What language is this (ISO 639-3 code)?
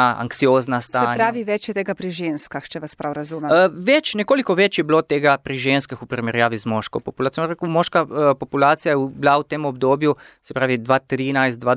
slv